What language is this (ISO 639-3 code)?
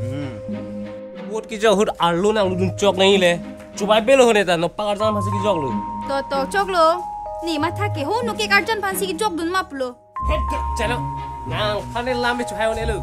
mjw